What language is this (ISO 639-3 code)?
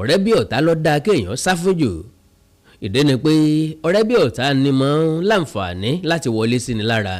yor